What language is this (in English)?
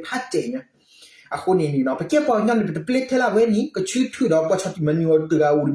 S'gaw Karen